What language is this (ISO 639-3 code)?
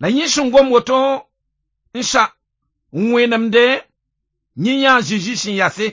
mos